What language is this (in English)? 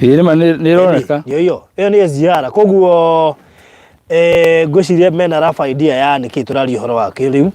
Kikuyu